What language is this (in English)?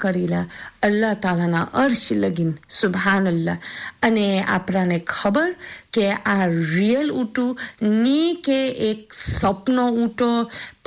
Gujarati